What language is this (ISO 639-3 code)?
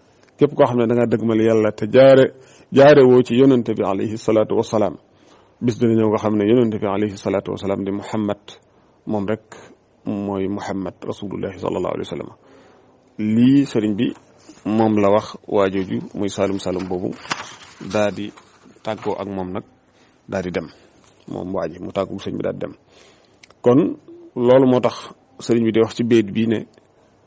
wol